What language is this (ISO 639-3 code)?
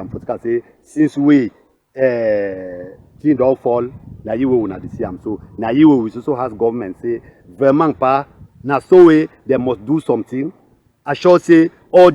wes